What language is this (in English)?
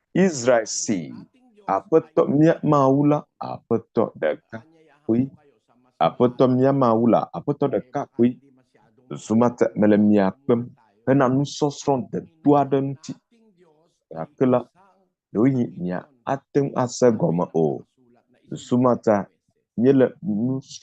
Ewe